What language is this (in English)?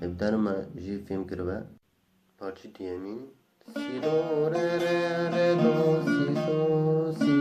Kurdish